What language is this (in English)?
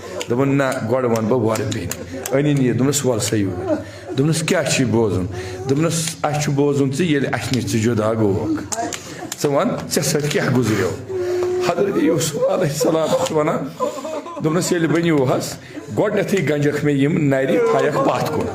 Kashmiri